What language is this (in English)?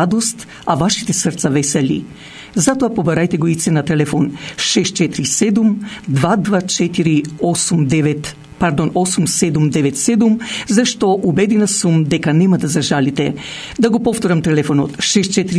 Macedonian